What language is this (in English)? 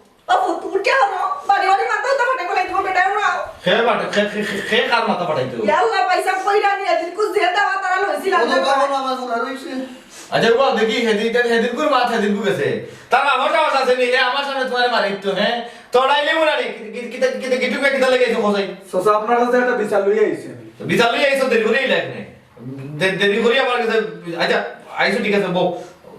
Sylheti